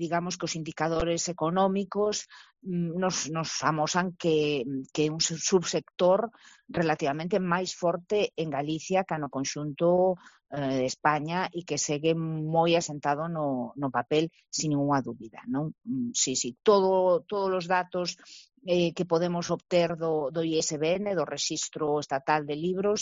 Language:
Galician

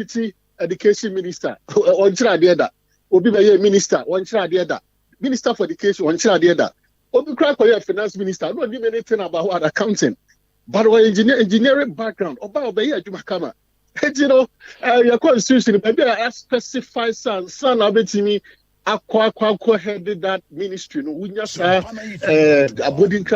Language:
Akan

